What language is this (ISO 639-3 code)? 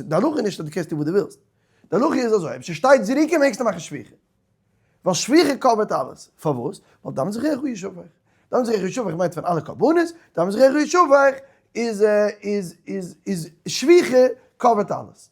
yid